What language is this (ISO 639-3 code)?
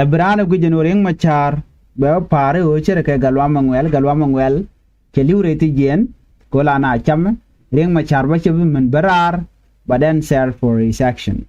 nus